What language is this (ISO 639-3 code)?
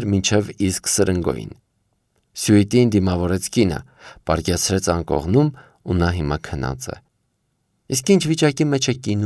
hye